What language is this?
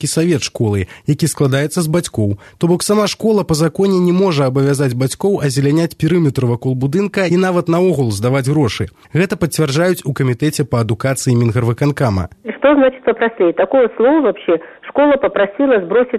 Belarusian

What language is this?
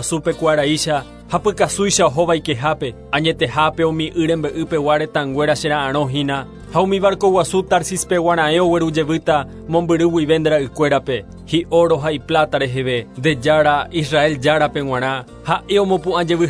Guarani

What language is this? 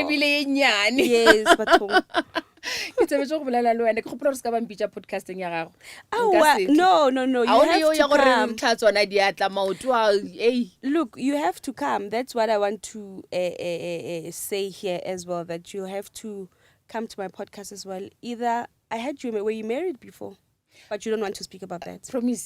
Northern Sotho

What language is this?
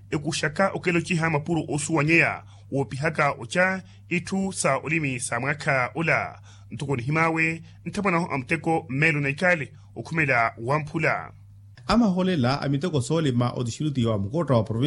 Makhuwa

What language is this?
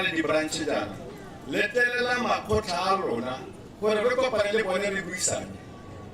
Tswana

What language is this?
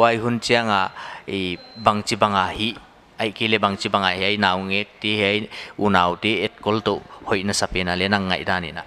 Paite Chin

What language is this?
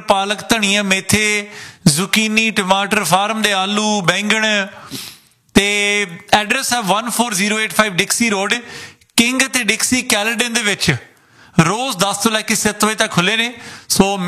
Punjabi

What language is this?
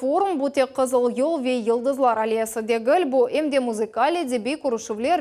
Crimean Tatar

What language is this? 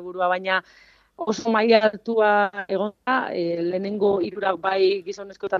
Basque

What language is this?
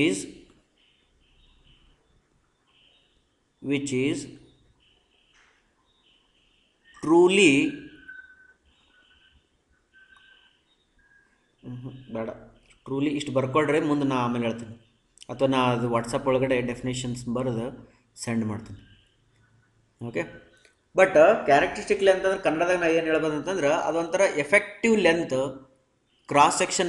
Kannada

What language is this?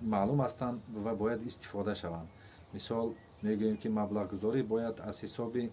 Tajik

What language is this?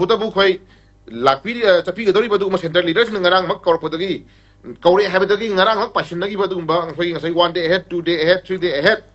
Manipuri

